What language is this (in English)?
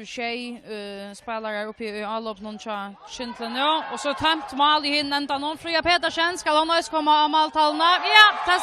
Faroese